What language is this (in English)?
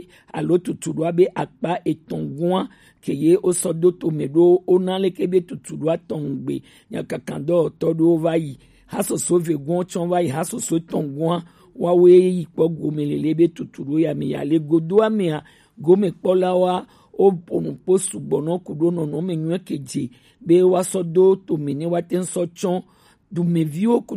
Gen